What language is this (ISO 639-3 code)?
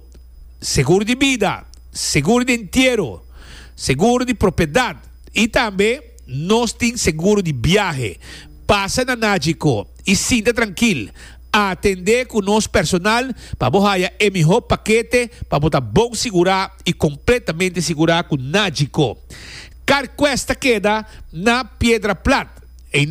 pap